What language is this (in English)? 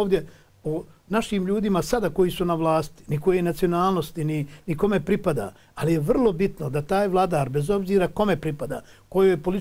Bosnian